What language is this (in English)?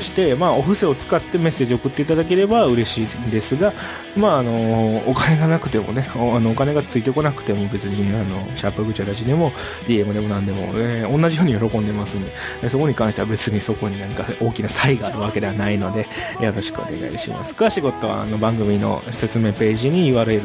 Japanese